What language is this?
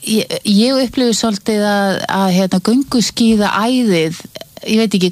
Icelandic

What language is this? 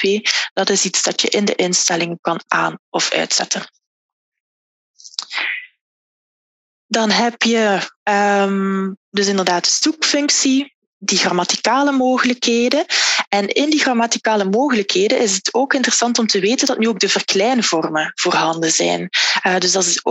Dutch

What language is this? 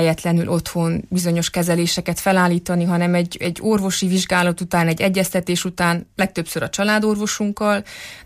Hungarian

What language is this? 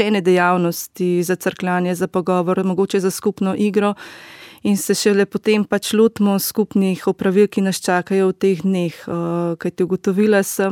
Slovenian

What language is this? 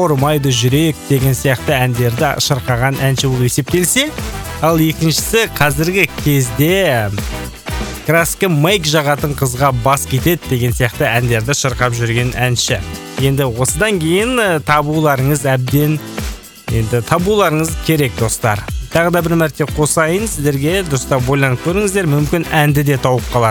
Kazakh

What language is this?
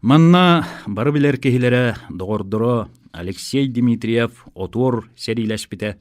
Yakut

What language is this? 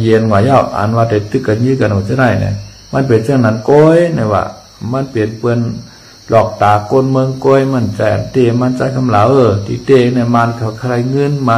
Shan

